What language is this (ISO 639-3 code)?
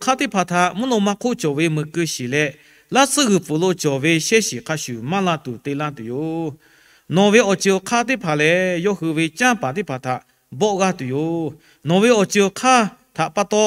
lhu